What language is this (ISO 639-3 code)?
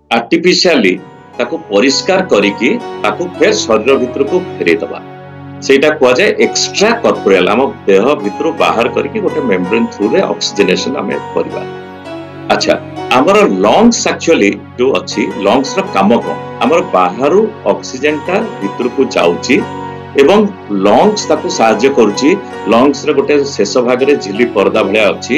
ori